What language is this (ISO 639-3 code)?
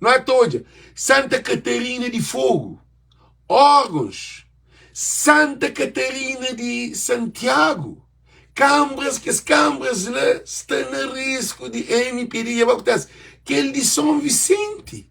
kea